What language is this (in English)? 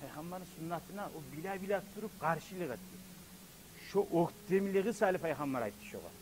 Kumyk